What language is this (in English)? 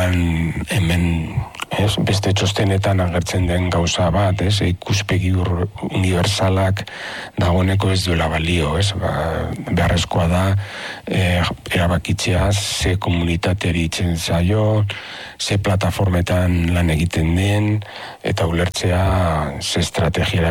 Basque